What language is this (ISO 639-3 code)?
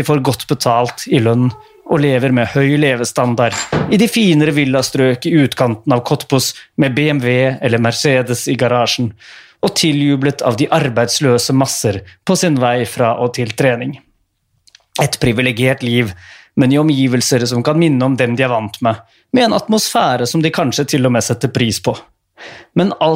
nor